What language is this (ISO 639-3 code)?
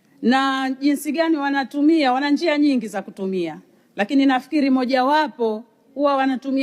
swa